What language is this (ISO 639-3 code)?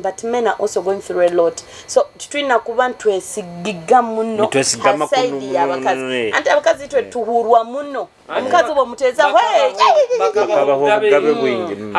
nyo